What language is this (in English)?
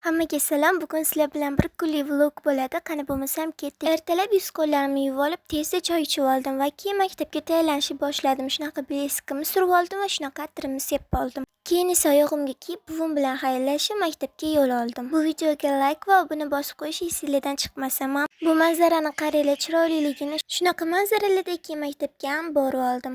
Uzbek